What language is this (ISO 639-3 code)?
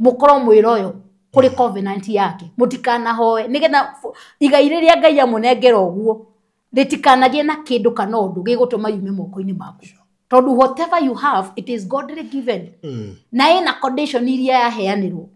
kik